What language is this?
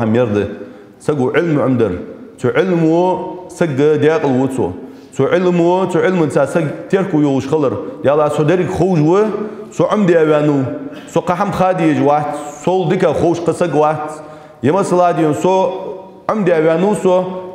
Ingush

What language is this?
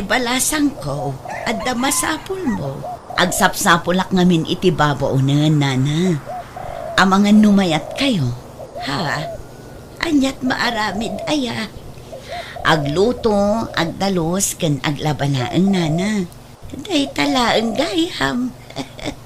Iloko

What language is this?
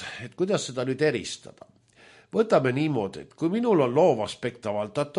Estonian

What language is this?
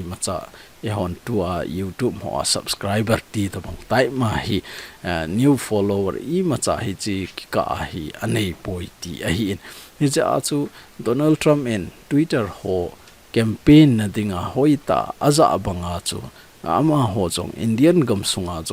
Thado Chin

